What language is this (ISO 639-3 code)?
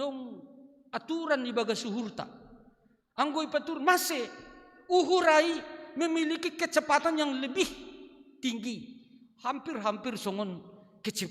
bts